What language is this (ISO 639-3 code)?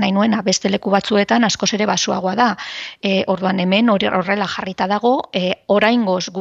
eus